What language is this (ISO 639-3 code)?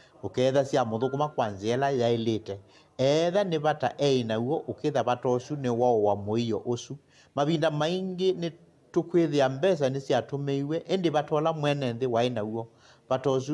kam